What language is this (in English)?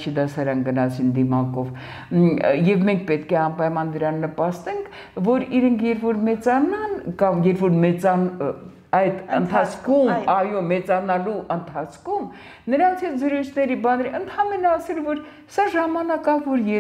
Armenian